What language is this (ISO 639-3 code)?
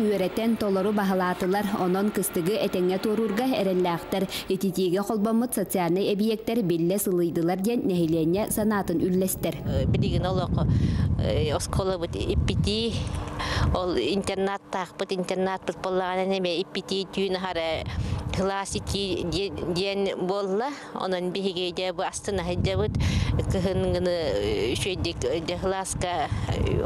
sah